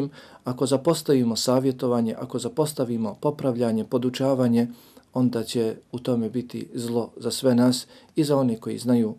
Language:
Bosnian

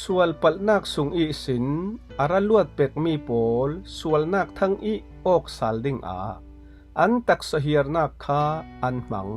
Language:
Falam Chin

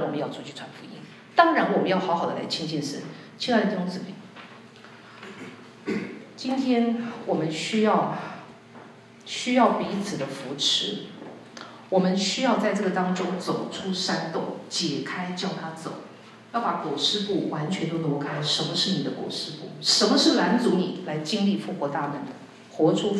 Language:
Chinese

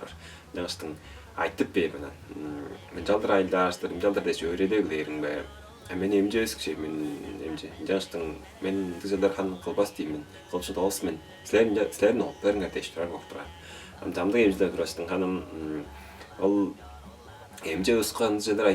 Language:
Tuvinian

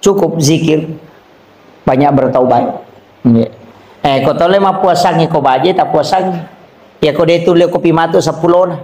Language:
Buginese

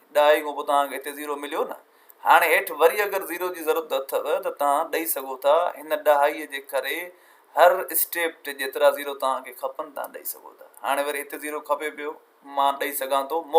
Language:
Sindhi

